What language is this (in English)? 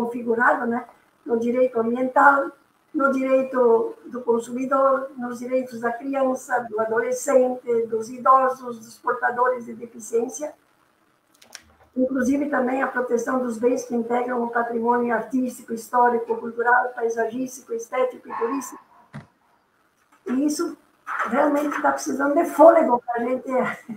Portuguese